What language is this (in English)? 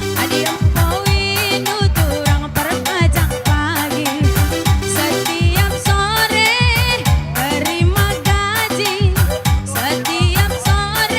Batak Karo